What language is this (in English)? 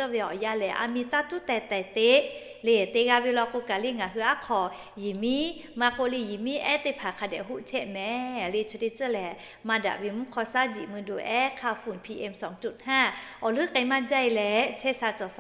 Lahu